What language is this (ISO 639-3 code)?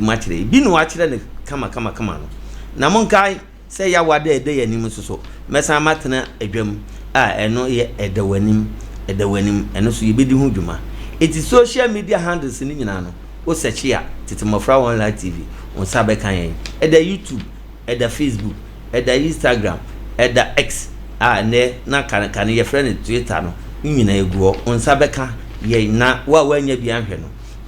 aka